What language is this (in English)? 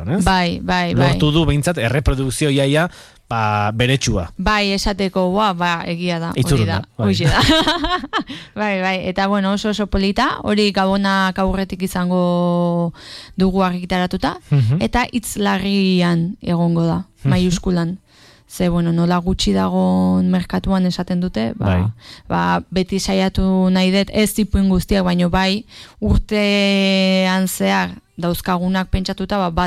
Basque